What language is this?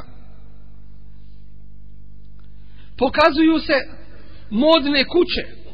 Bosnian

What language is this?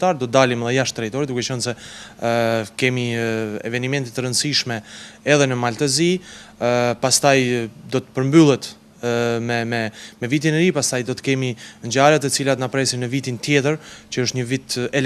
Albanian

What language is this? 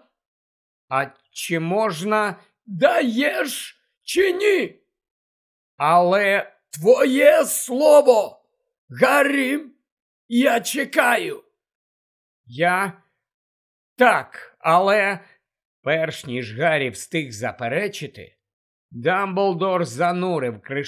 Ukrainian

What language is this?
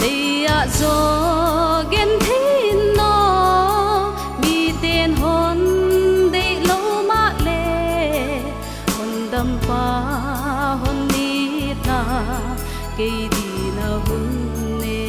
Paite Chin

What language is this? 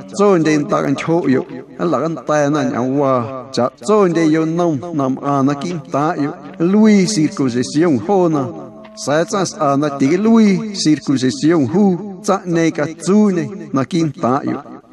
Guerrero Amuzgo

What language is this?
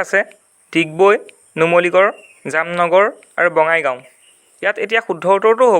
Assamese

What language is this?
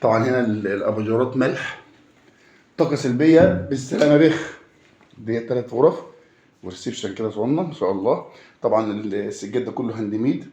Egyptian Arabic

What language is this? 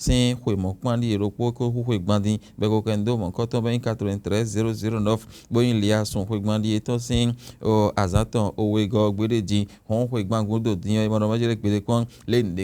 Fon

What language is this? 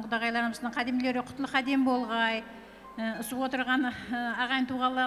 Kara-Kalpak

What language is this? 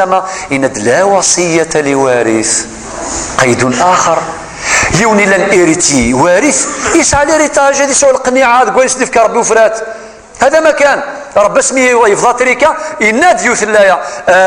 Kabyle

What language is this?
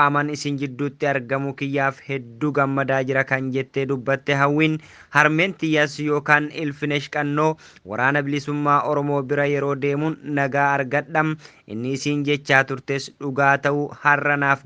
Oromo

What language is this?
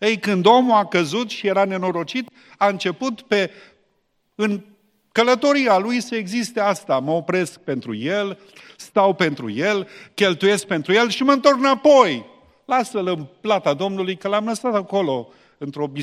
Romanian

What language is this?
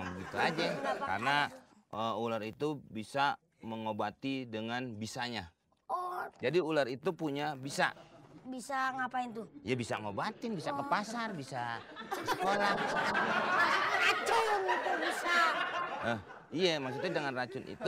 Betawi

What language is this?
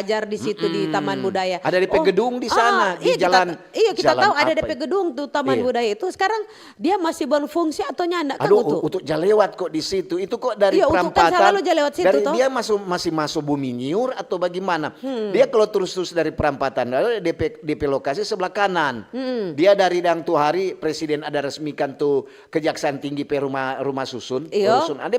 Manado Malay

